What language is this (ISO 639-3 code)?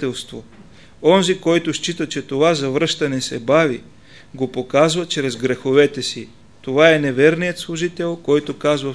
bul